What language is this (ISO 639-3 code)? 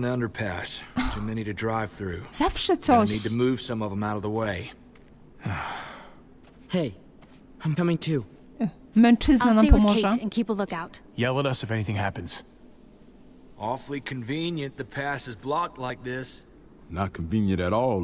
pol